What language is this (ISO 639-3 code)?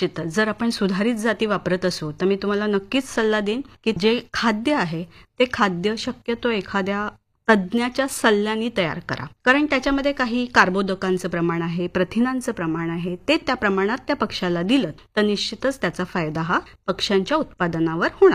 mar